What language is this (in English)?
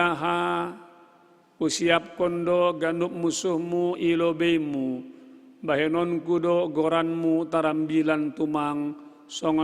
Batak Simalungun